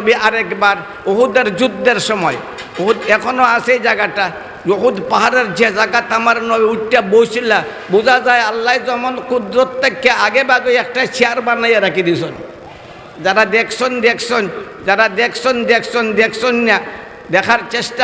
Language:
Sylheti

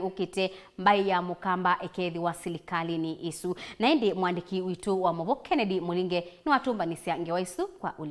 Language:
Kamba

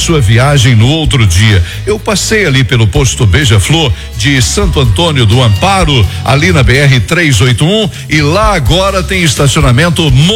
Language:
Portuguese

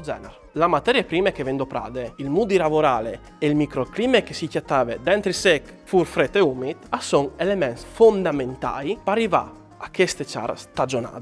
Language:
Friulian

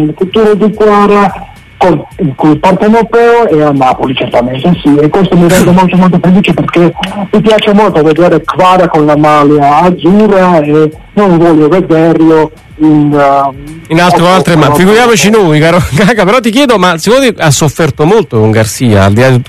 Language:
Italian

